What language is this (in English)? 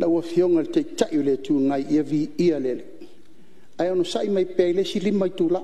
Samoan